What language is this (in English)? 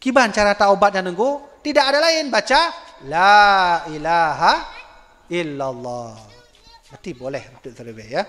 Achinese